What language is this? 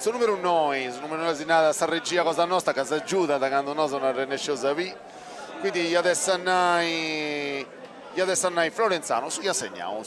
Sardinian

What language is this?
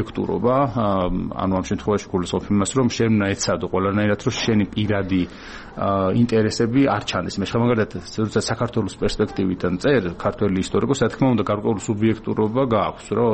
Georgian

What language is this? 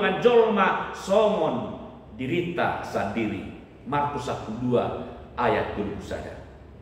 Batak Toba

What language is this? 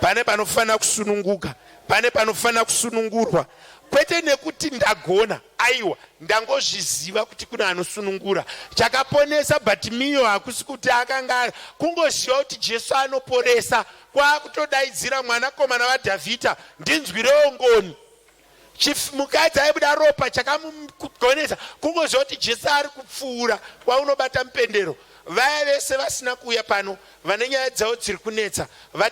Shona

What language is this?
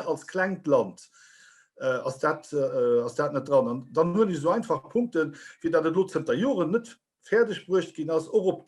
Luxembourgish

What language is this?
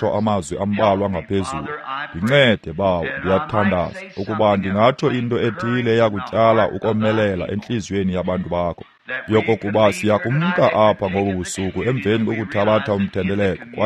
Xhosa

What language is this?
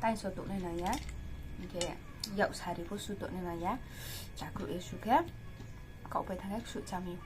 Riang (India)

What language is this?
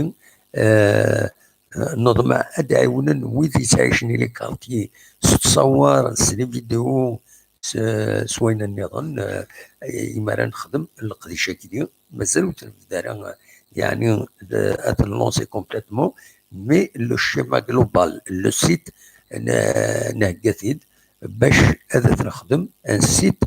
Kabyle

